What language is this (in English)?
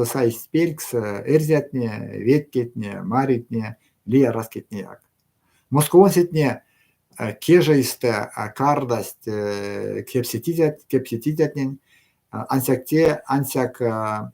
Erzya